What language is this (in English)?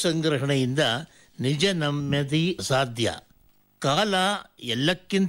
Kannada